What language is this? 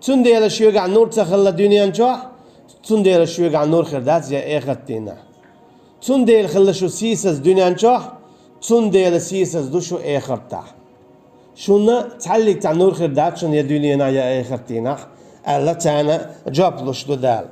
Chechen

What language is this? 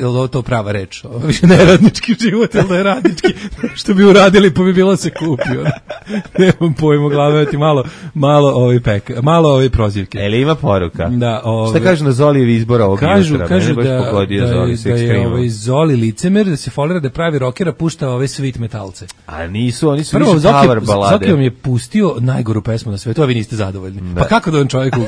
Serbian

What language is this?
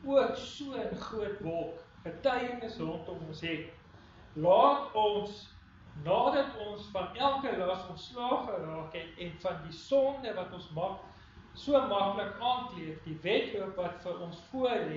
Afrikaans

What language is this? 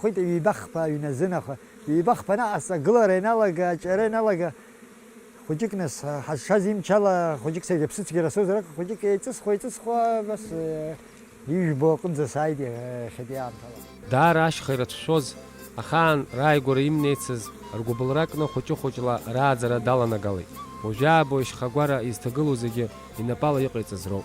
Abkhazian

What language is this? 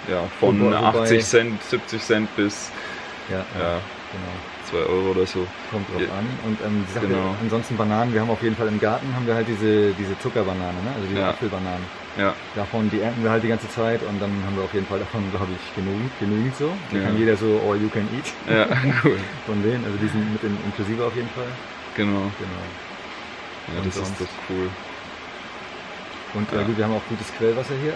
German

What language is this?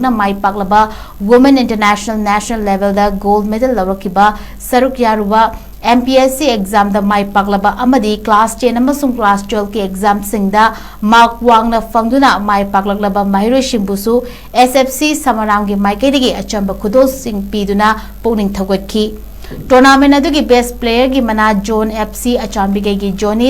Manipuri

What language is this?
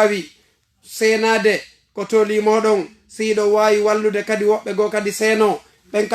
Fula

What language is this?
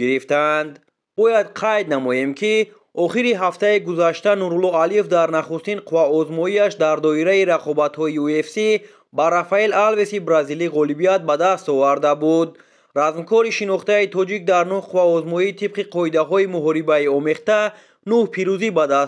Tajik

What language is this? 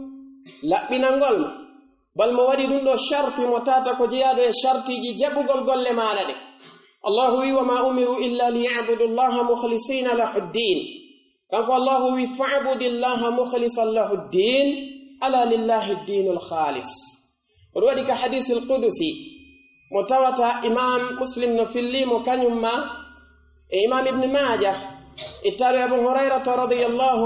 Pular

